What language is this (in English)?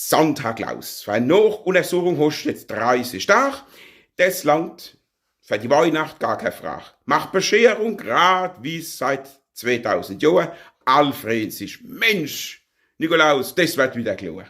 Palatine German